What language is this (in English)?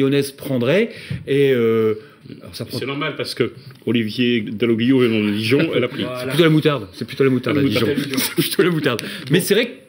French